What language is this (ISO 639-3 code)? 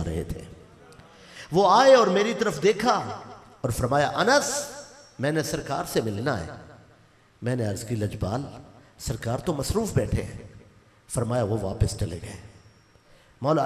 urd